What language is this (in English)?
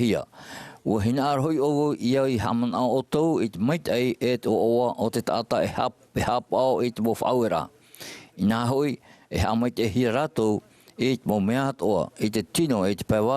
Tahitian